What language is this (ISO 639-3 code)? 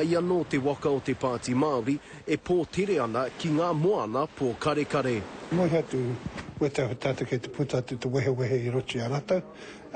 mri